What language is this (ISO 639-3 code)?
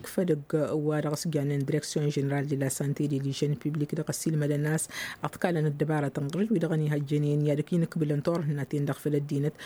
taq